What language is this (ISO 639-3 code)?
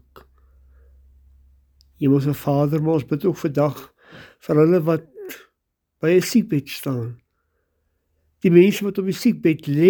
afr